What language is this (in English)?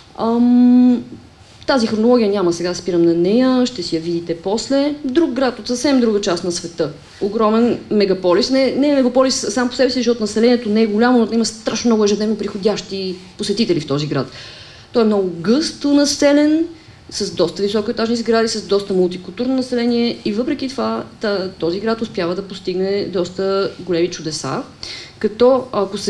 Bulgarian